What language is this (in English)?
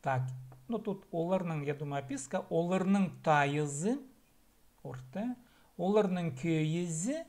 Khakas